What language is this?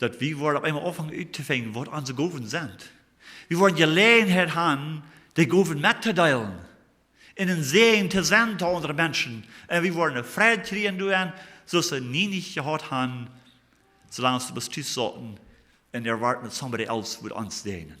Plautdietsch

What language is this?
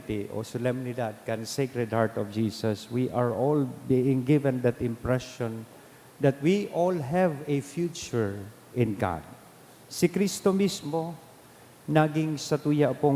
Bikol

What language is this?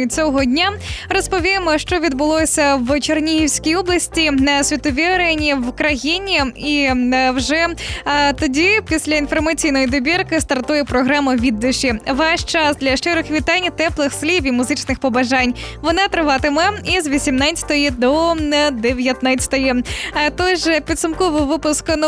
Ukrainian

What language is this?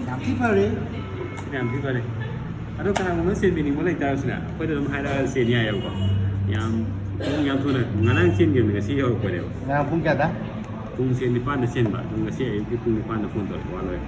Manipuri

